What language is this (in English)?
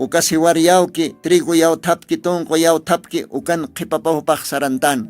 Aymara